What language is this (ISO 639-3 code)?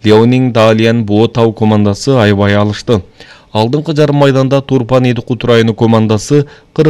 kir